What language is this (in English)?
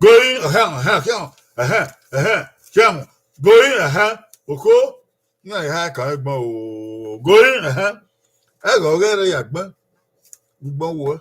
Bini